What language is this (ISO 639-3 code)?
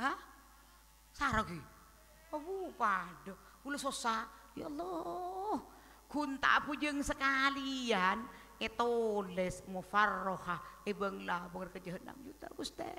mad